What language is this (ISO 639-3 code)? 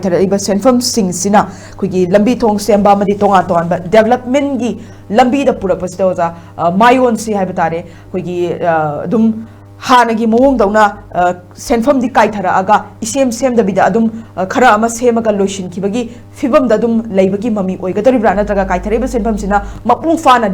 mni